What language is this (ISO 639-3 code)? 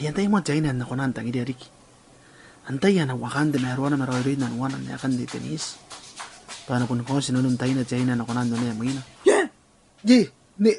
gil